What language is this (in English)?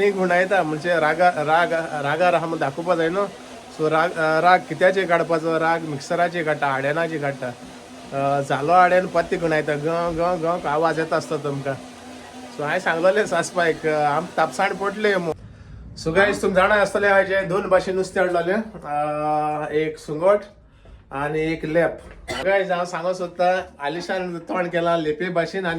Konkani